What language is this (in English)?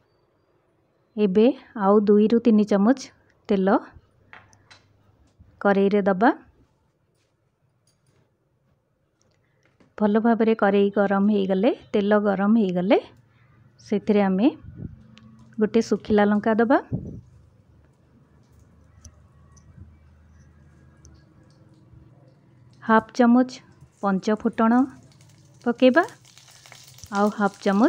Odia